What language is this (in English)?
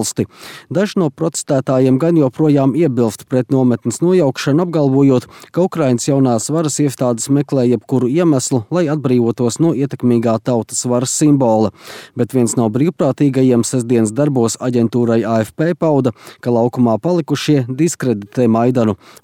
Latvian